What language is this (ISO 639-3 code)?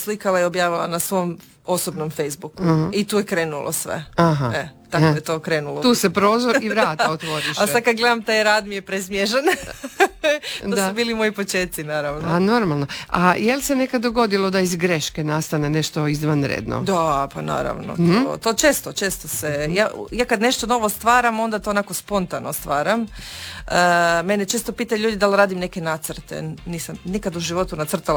hrv